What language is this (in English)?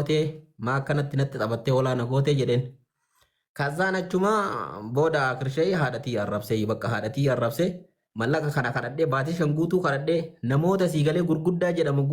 Oromo